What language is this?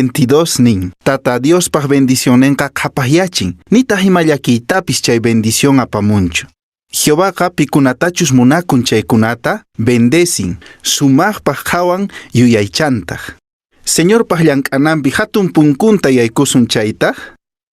Quechua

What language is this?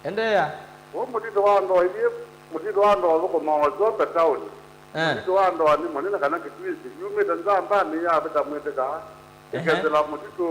Kamba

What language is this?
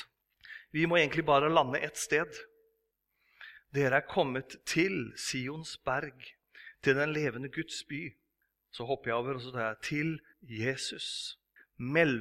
Norwegian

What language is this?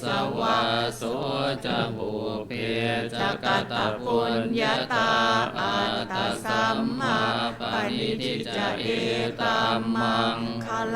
Pali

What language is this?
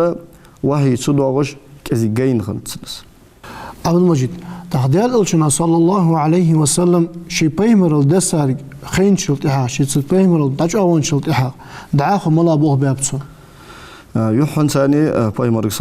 Ingush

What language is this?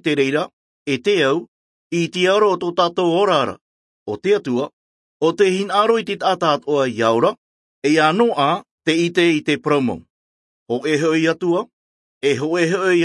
Tahitian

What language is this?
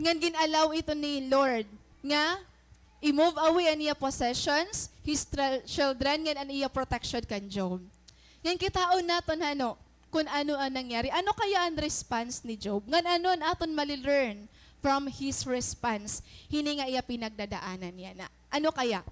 Waray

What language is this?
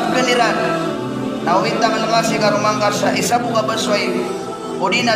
Maranao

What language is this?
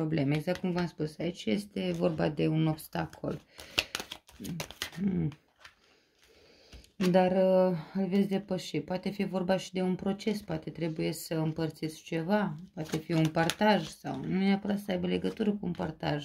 Romanian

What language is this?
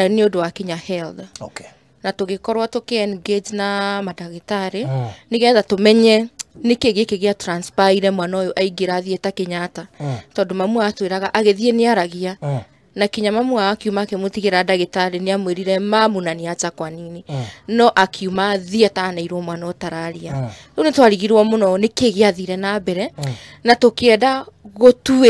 Kikuyu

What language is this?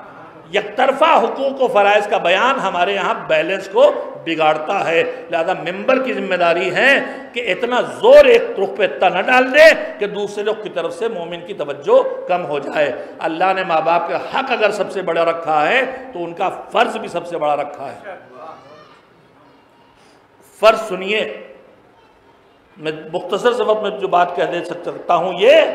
Urdu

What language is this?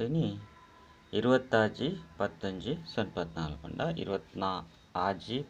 Tulu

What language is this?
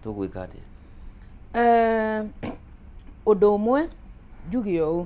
Kikuyu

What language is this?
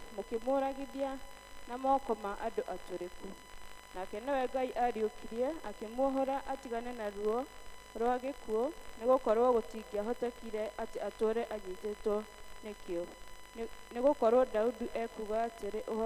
Kikuyu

